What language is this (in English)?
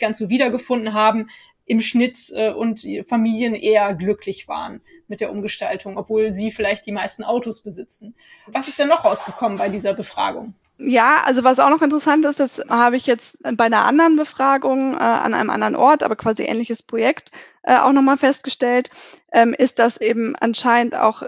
German